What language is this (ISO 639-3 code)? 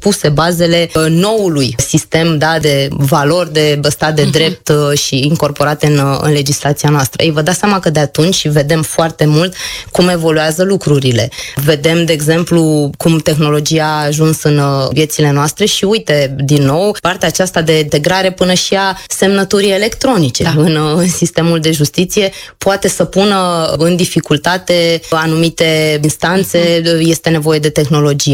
ron